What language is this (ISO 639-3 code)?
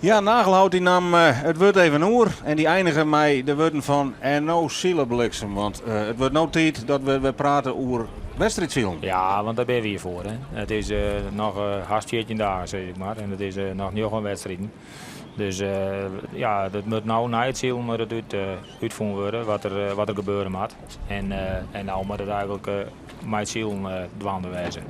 fry